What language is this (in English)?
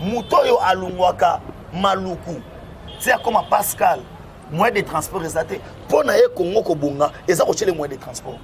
Lingala